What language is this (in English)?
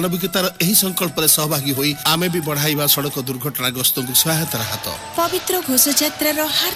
Odia